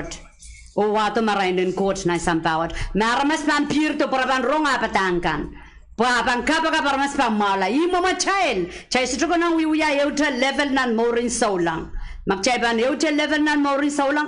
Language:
Pohnpeian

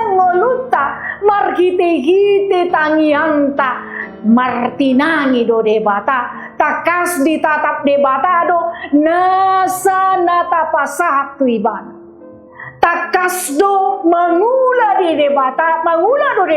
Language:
Batak Toba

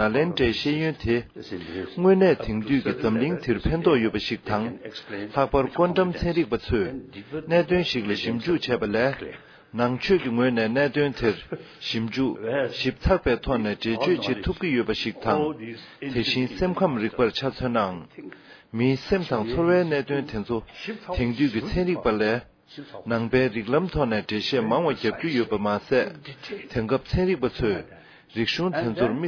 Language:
Tibetan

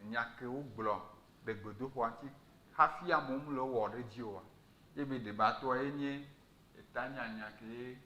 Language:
Ewe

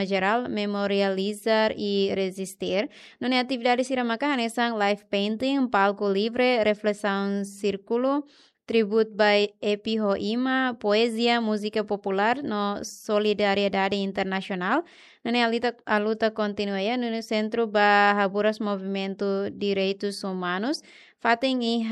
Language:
Tetum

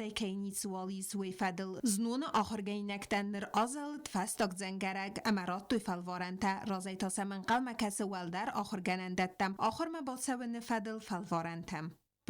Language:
Ossetic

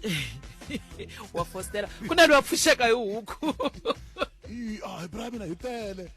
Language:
Tsonga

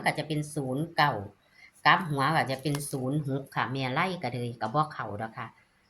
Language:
Northeastern Thai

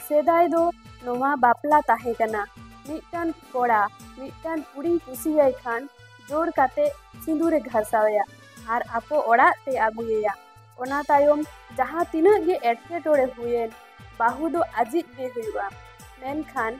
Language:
Santali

